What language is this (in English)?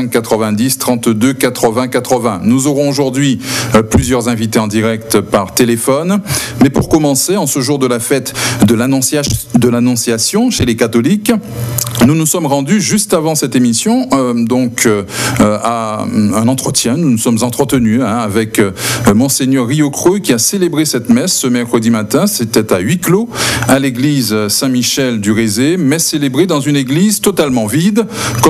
French